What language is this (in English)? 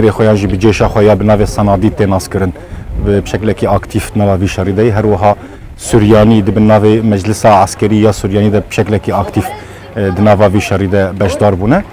Kurdish